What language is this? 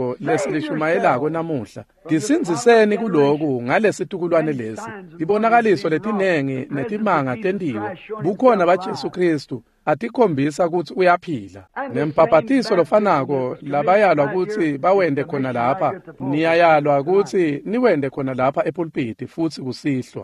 Swati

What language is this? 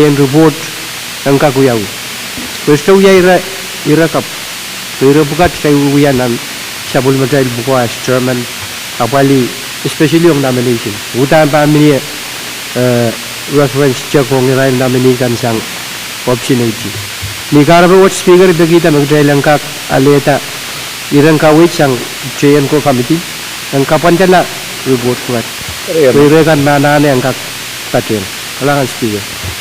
Pohnpeian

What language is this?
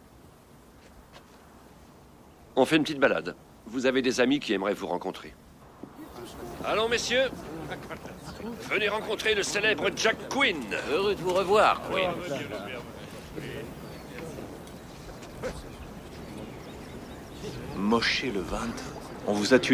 French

